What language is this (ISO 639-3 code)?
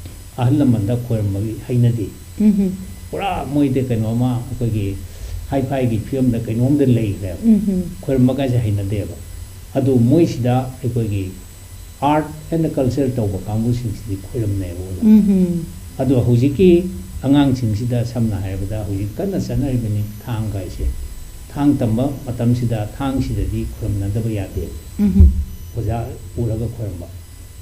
mni